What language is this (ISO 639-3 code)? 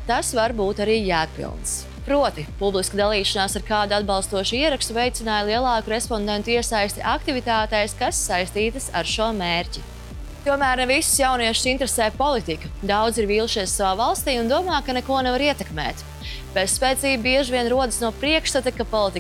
lav